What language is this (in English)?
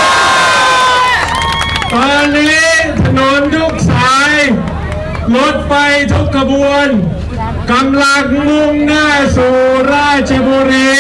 Thai